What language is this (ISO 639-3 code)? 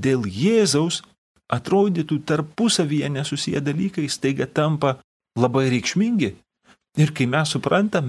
lit